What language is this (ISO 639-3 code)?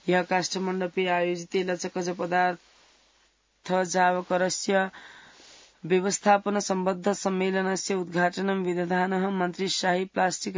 san